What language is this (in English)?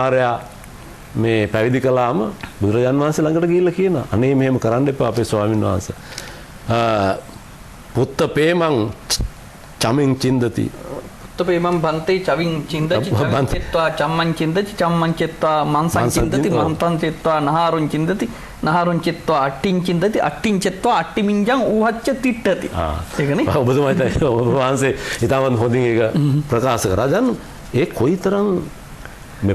Sinhala